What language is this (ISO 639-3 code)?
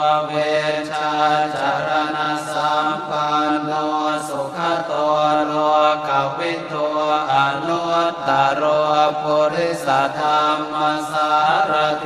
pli